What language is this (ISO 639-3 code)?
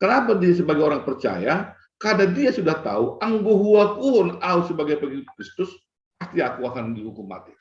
bts